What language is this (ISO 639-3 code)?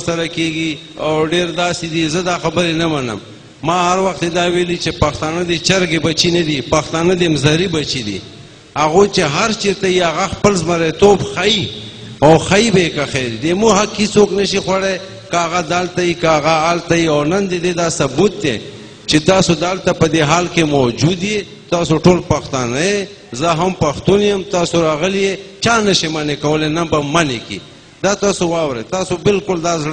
pus